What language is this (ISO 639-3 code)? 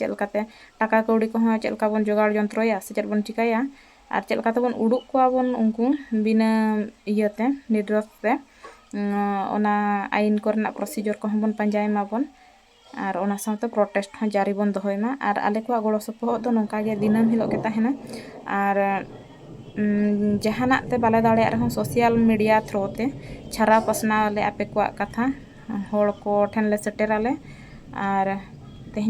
sat